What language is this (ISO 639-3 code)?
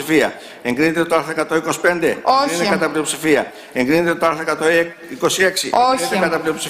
ell